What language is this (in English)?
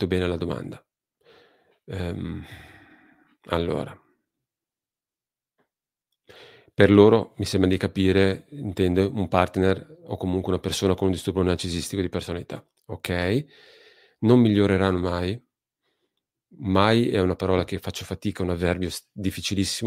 Italian